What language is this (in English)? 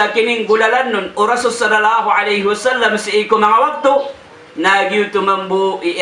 Maranao